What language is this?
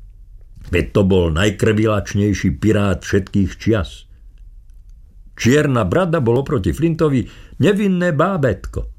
Slovak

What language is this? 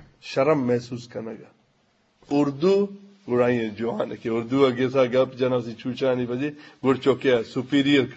Eastern Balochi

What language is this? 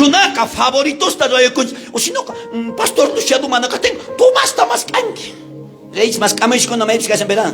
South Bolivian Quechua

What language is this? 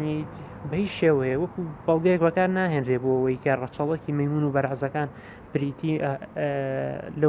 Central Kurdish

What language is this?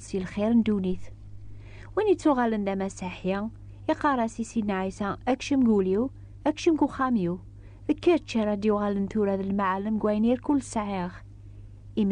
Kabyle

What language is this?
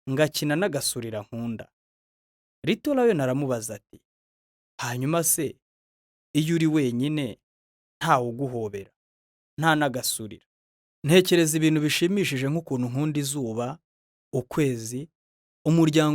Kinyarwanda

